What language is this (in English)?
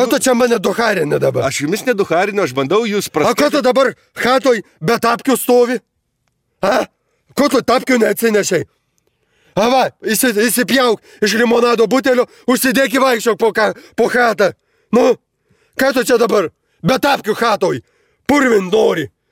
Lithuanian